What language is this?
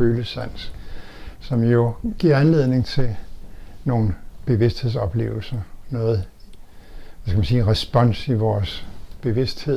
Danish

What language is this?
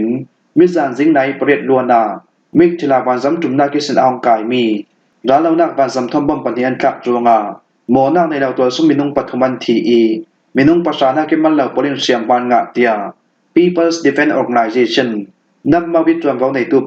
Falam Chin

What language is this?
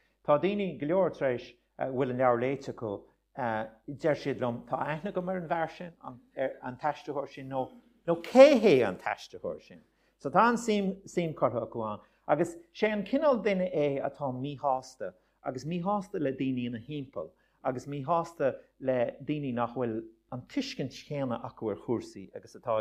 Irish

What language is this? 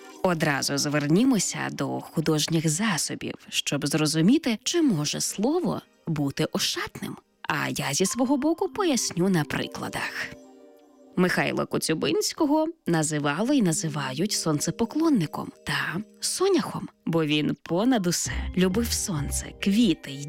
Ukrainian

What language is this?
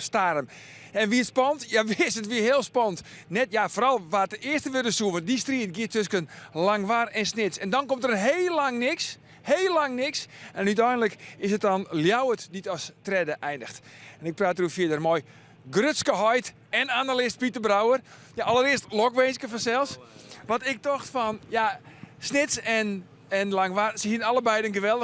Western Frisian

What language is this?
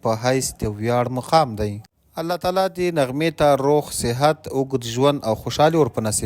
Pashto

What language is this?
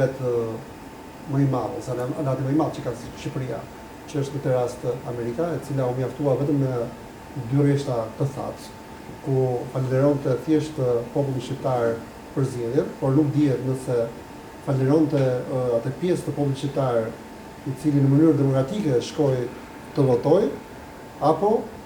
Albanian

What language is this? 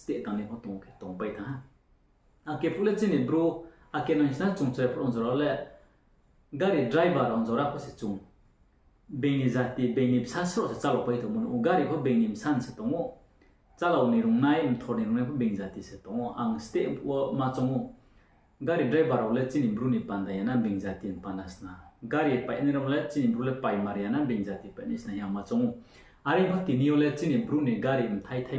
Riang (India)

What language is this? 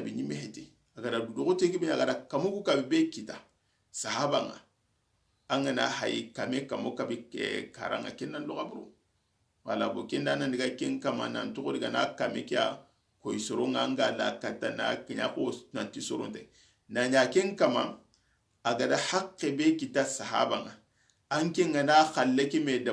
Soninke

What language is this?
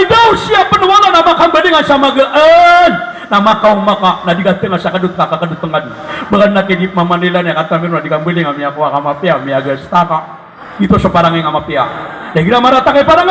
Maranao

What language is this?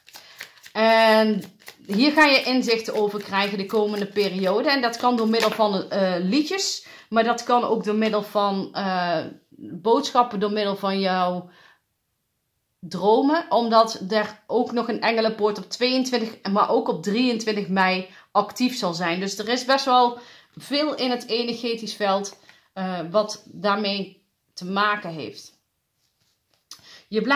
Dutch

